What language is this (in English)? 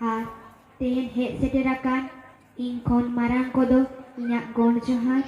Santali